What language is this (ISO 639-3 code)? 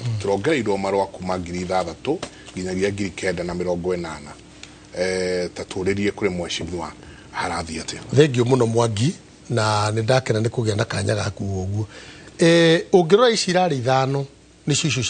kik